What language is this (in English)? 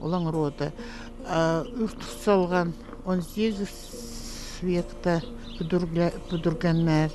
Khakas